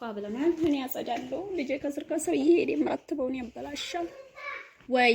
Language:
Amharic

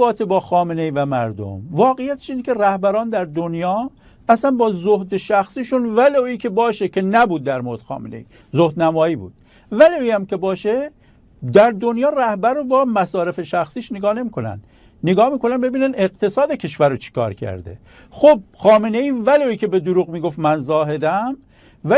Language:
Persian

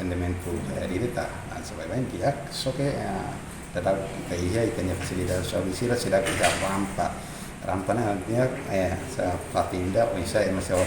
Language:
Tetum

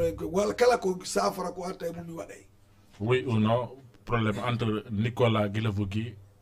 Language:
Fula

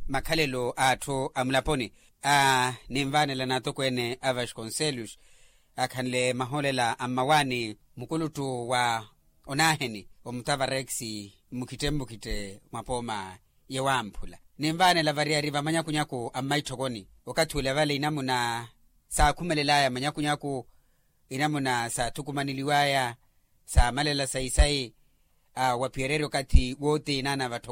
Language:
Makhuwa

